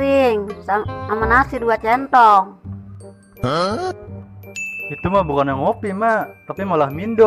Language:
Betawi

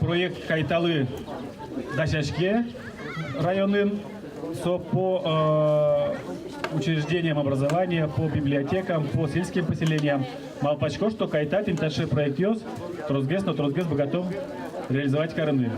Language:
Udmurt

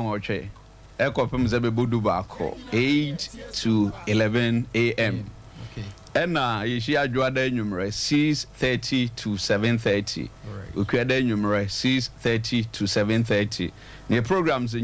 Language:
Akan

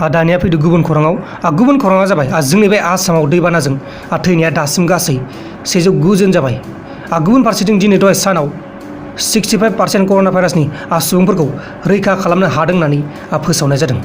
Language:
Bodo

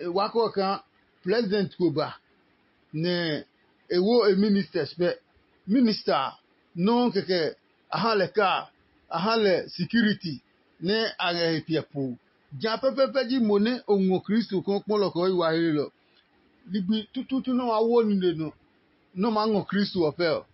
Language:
Adangme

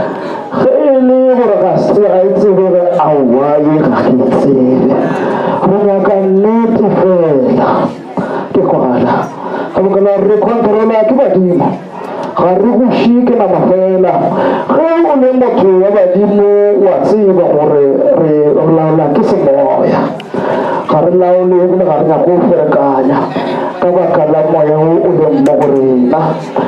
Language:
Northern Sotho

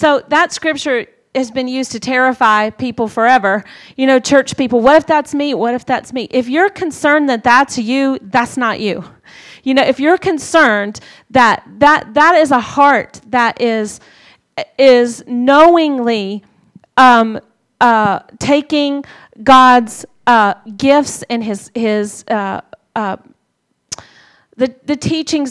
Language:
English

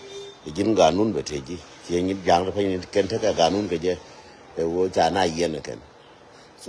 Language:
Nuer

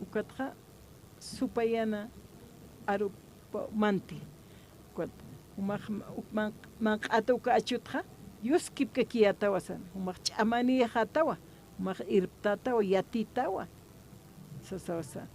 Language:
Aymara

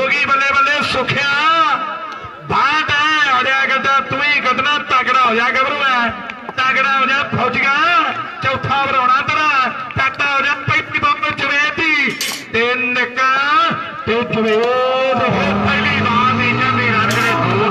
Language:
Punjabi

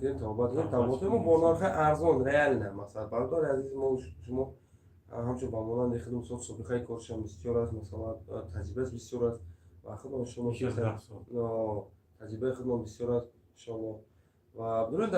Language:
Tajik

